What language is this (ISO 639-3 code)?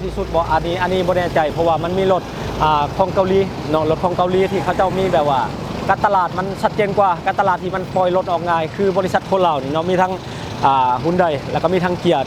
lao